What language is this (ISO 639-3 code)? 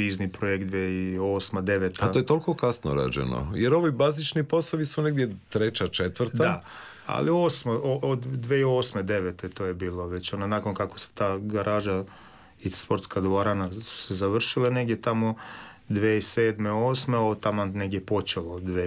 hrv